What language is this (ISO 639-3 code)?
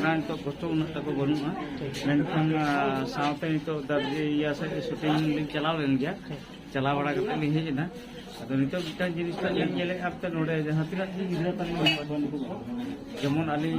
sat